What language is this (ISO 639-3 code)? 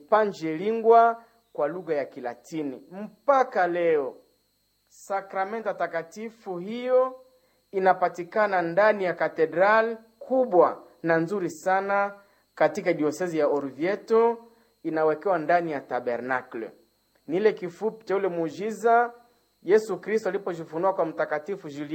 swa